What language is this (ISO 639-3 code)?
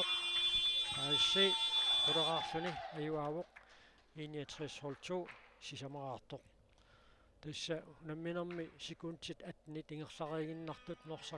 kal